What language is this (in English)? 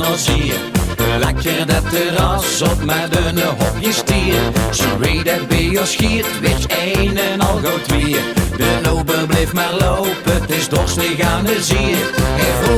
Limburgish